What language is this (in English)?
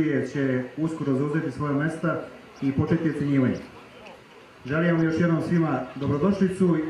Serbian